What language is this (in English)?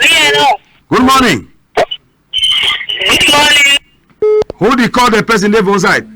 Cameroon Pidgin